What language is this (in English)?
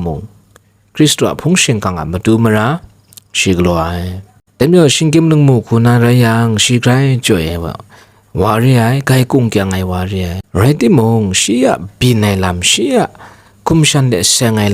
Kachin